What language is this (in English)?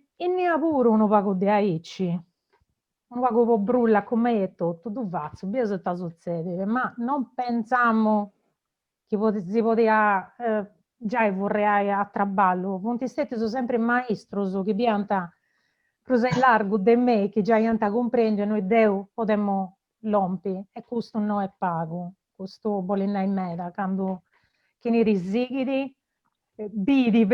Sardinian